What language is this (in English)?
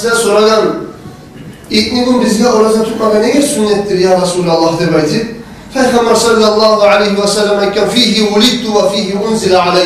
Kumyk